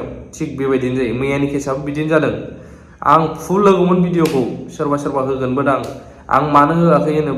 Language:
Bodo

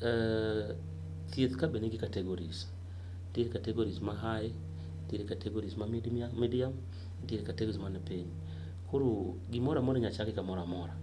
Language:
Luo (Kenya and Tanzania)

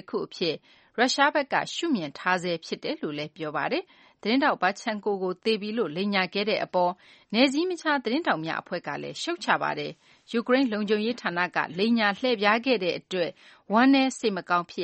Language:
Burmese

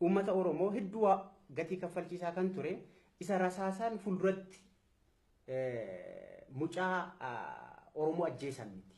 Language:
Oromo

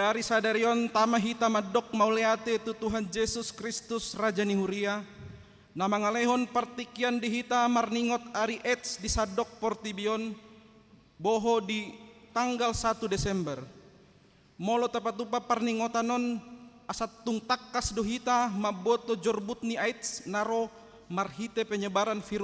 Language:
Batak Toba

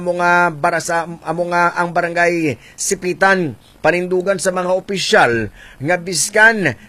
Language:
Hiligaynon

